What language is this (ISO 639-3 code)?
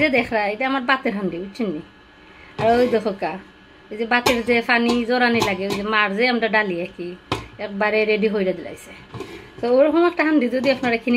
syl